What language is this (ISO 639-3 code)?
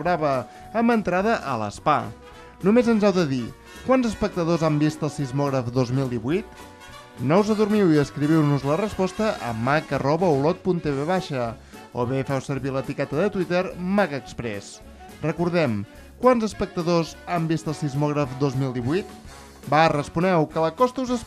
cat